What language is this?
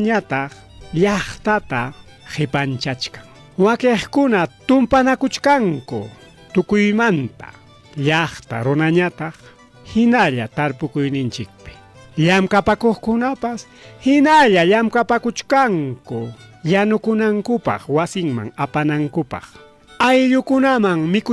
Ayacucho Quechua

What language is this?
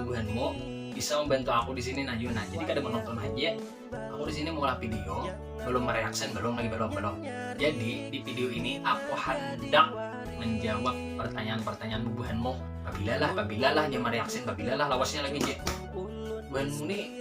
Banjar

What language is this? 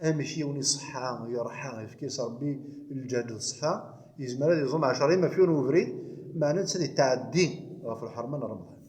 Kabyle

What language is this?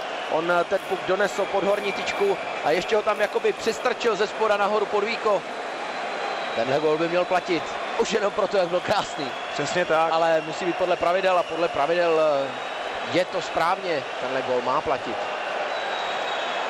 Czech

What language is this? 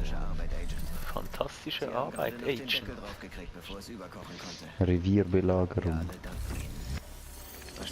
Swiss German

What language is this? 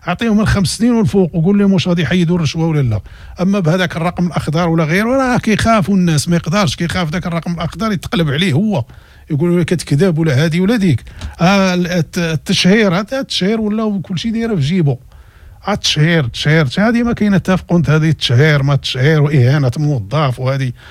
Moroccan Arabic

